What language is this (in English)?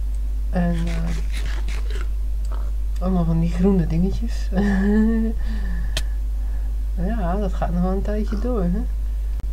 Dutch